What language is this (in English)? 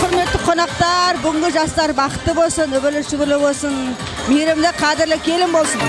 Kara-Kalpak